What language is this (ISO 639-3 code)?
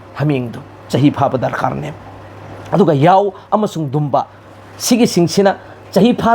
mni